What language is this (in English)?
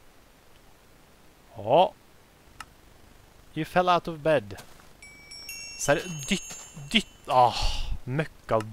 Norwegian